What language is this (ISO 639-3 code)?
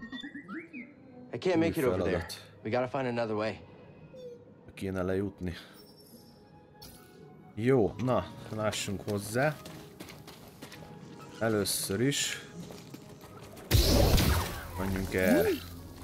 hun